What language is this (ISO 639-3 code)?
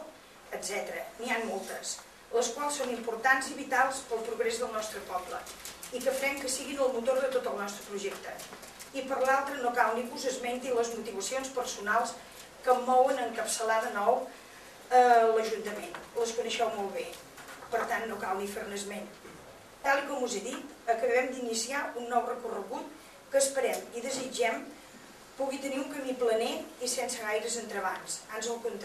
cat